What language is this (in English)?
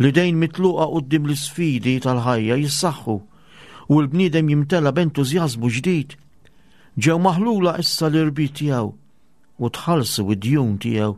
Maltese